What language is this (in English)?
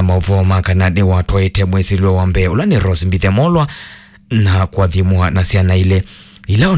Kamba